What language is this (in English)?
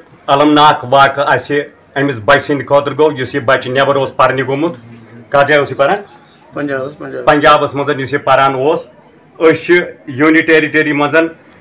Kashmiri